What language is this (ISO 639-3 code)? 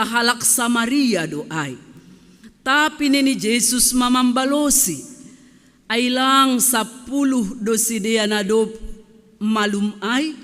bts